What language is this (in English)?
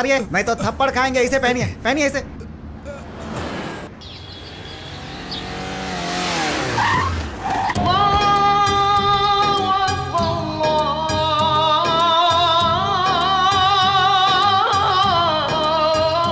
Hindi